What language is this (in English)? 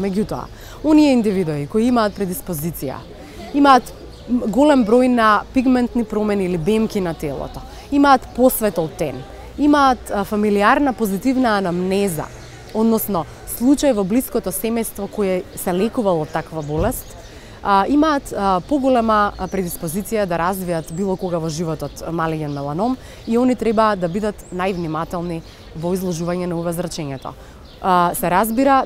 Macedonian